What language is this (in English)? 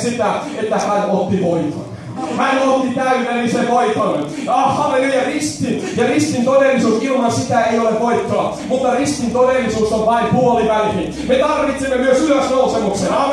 Finnish